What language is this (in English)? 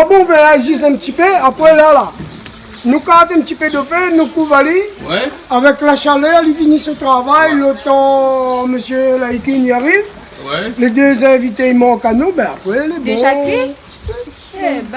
Réunion Creole French